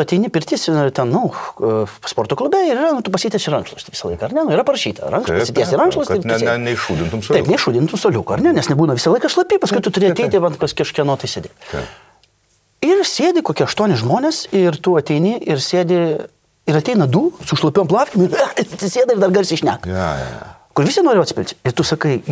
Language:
Lithuanian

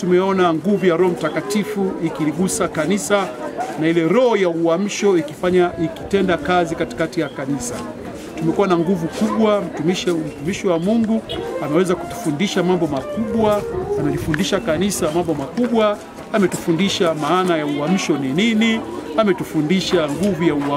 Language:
Swahili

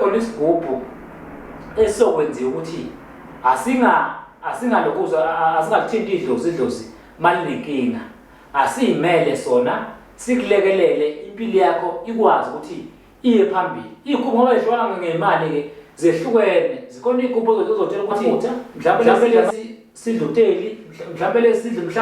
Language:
Zulu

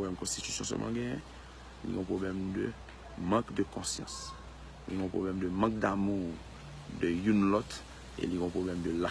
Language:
Haitian Creole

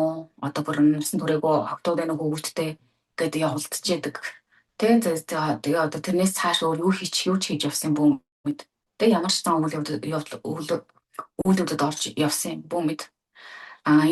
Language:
Mongolian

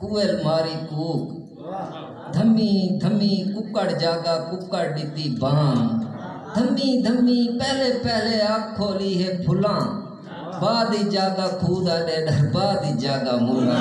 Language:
Saraiki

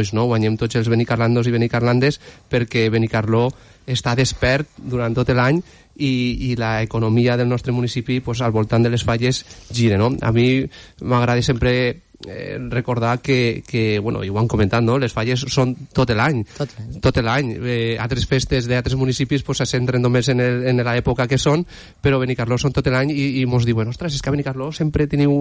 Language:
Catalan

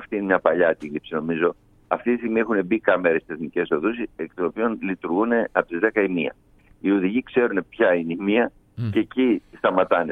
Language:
Greek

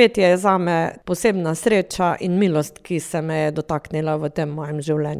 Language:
Slovenian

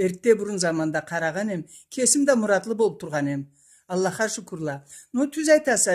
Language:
Karachay-Balkar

